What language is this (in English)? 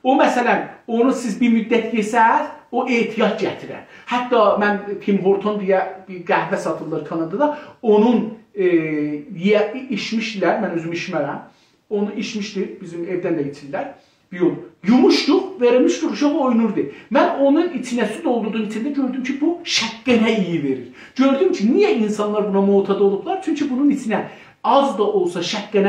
South Azerbaijani